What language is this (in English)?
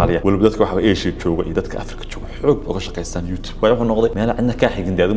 Somali